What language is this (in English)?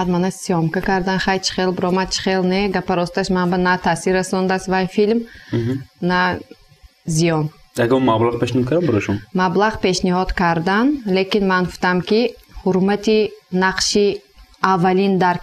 Tajik